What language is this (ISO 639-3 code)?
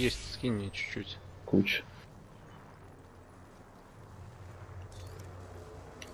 rus